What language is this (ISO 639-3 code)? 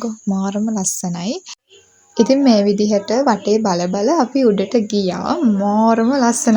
sin